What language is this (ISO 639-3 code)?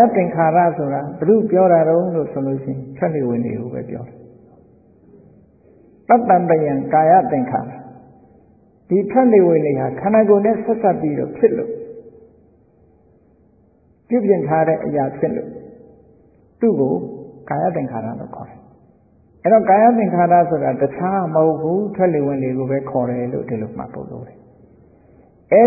mya